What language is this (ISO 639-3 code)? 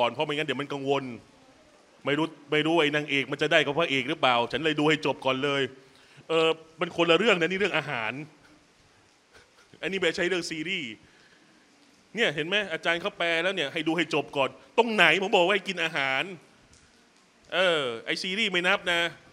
tha